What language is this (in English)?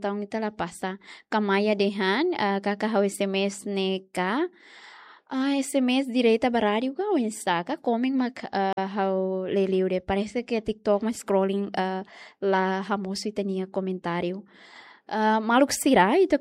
Tetum